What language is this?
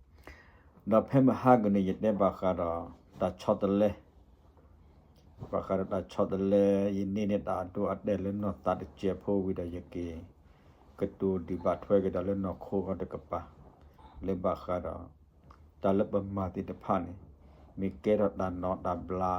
S'gaw Karen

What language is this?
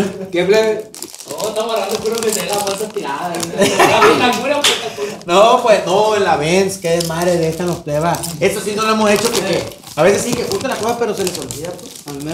Spanish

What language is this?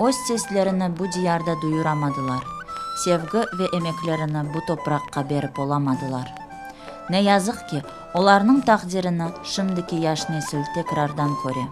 Crimean Tatar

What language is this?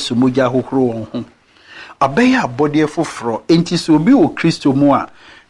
Akan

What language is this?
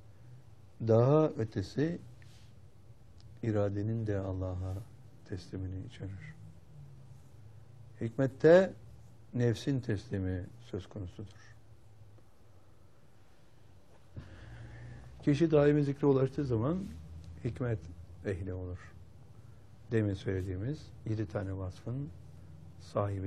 Turkish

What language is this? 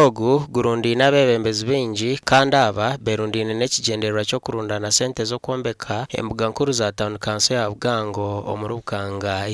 Nyankole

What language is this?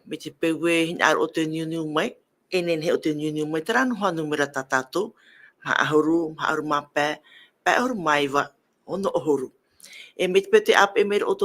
Tahitian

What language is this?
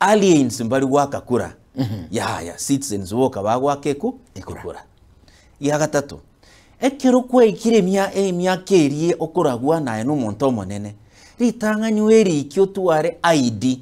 Gusii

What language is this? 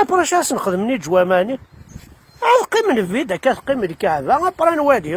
Kabyle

